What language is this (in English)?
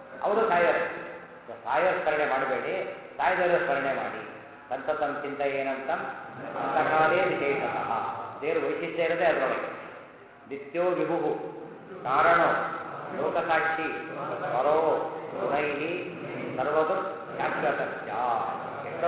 Kannada